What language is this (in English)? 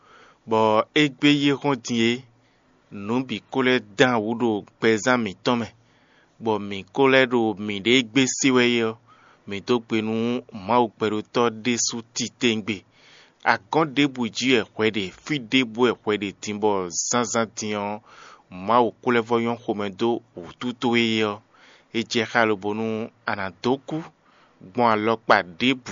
Fon